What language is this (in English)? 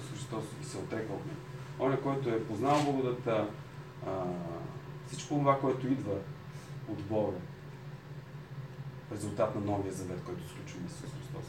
Bulgarian